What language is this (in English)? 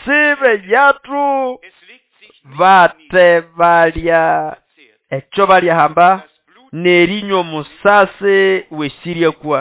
Nande